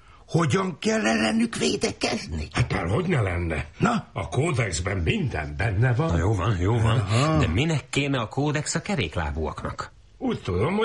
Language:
Hungarian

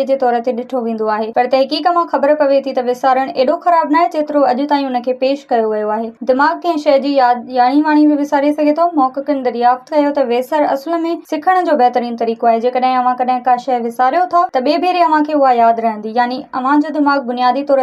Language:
Sindhi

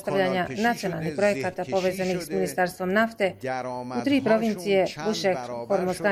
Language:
Bosnian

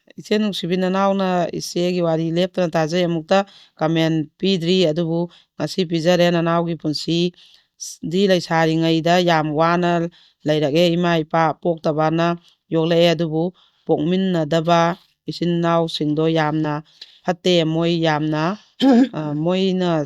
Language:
Manipuri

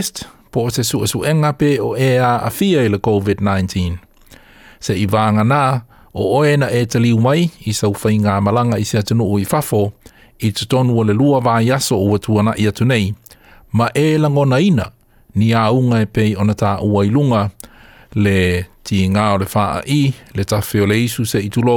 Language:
Samoan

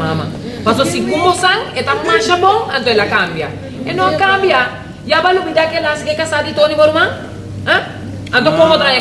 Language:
Papiamento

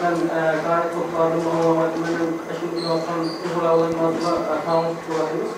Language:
Uyghur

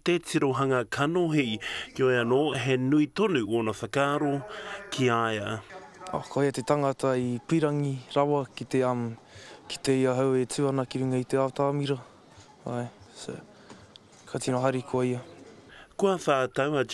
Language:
Māori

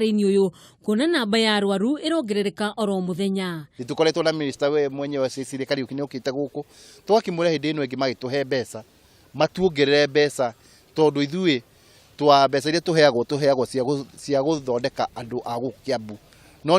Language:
Kikuyu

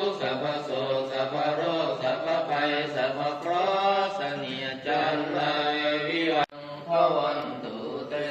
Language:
Lao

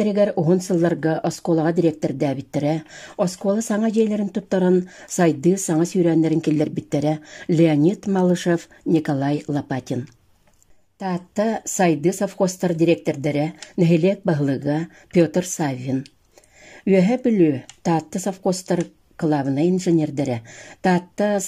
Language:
Yakut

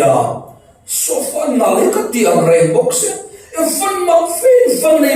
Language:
Falam Chin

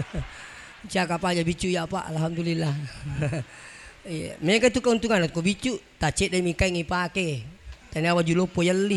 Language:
Buginese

